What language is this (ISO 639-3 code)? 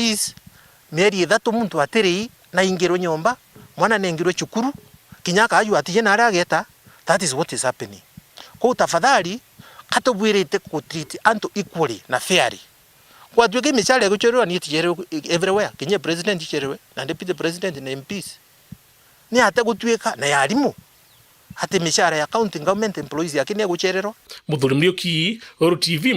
mer